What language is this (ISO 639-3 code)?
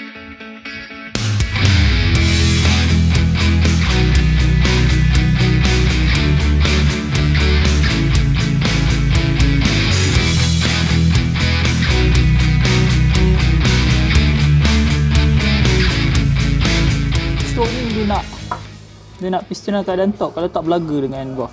msa